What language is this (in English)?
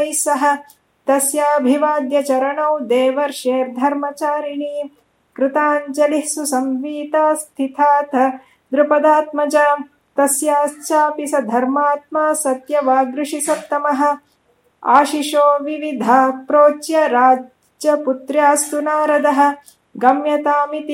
Sanskrit